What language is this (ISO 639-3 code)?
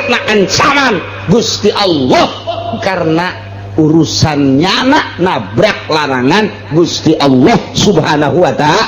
sun